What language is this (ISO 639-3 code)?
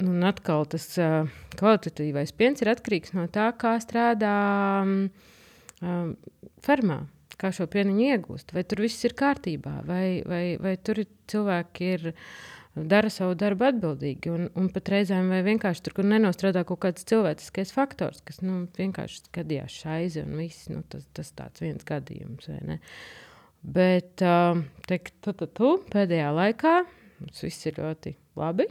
lav